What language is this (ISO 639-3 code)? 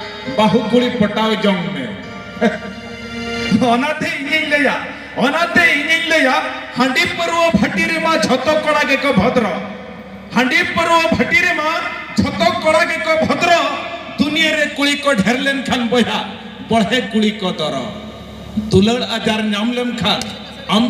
sat